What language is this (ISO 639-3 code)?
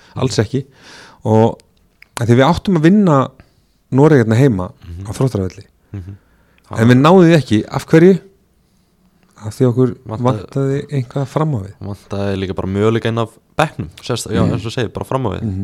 isl